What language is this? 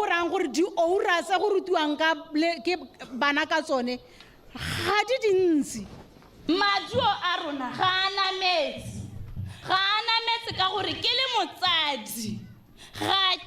Tswana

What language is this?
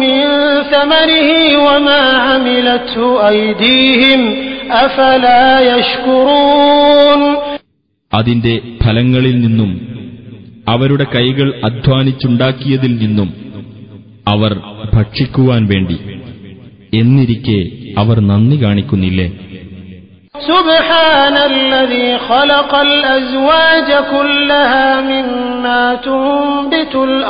Malayalam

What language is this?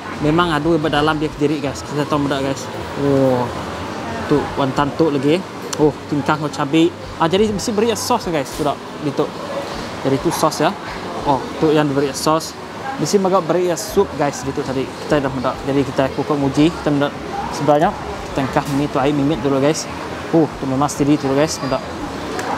Malay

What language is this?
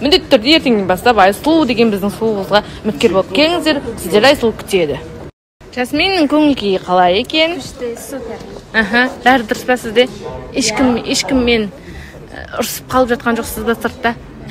Kazakh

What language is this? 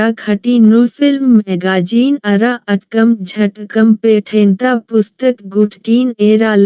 Kurukh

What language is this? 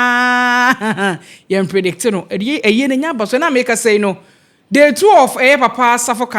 Akan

